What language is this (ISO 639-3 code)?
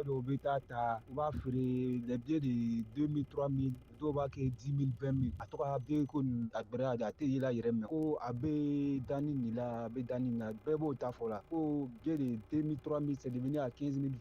bam